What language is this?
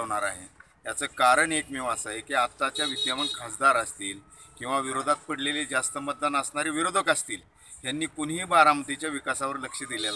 Marathi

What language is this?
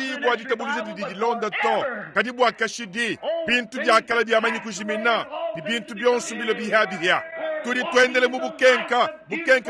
Luba-Lulua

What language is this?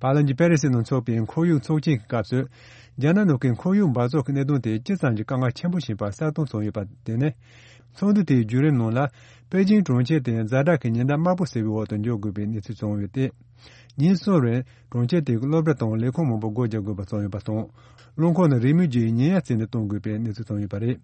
Tibetan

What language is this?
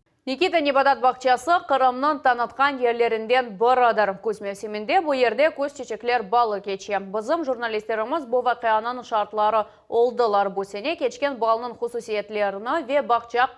Crimean Tatar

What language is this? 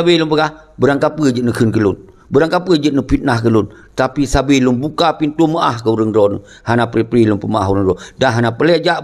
Achinese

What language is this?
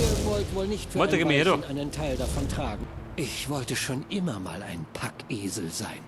Bavarian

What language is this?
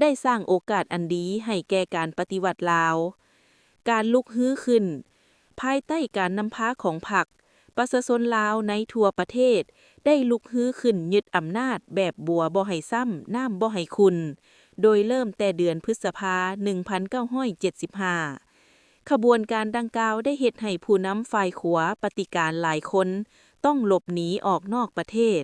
Lao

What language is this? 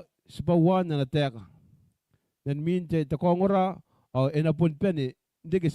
Gilbertese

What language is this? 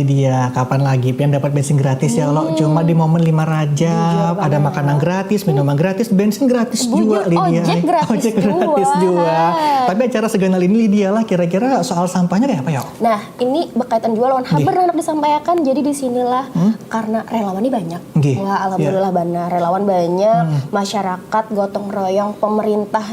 Banjar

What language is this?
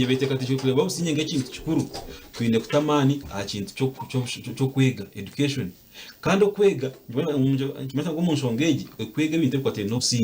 Nyankole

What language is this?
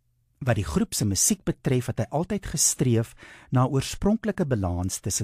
Afrikaans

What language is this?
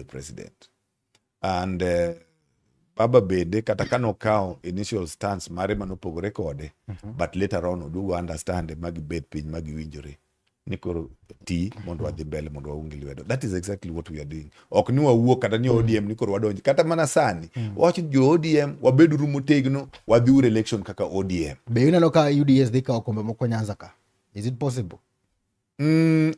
Luo (Kenya and Tanzania)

